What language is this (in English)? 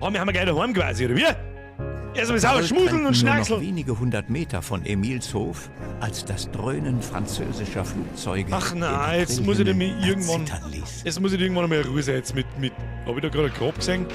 Bavarian